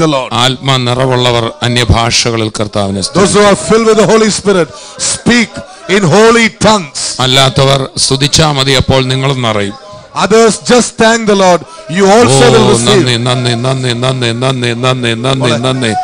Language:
Malayalam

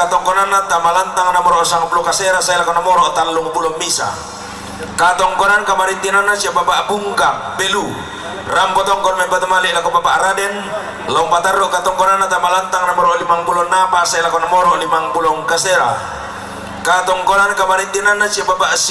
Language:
Toraja-Sa'dan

